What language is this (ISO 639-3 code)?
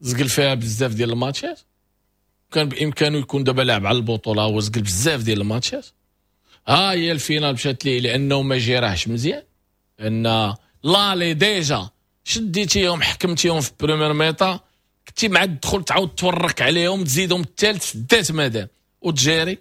ary